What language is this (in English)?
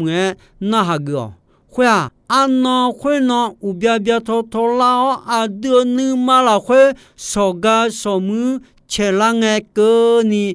Akha